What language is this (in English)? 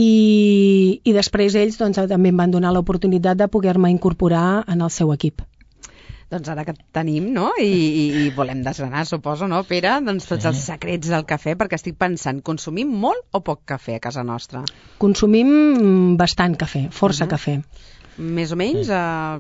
Catalan